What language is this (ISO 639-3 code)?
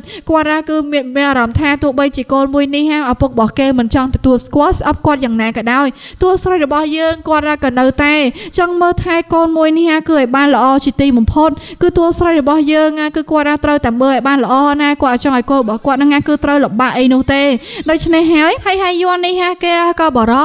khm